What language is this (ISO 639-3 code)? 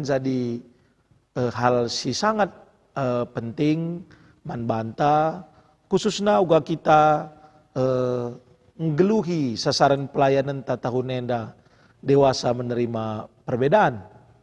btx